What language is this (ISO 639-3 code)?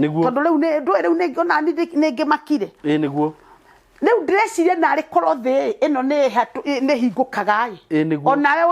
kik